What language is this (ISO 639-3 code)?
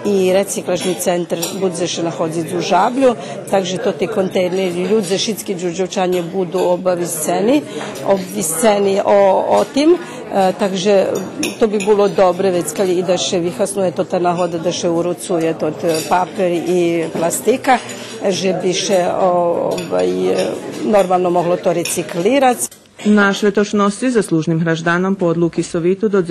rue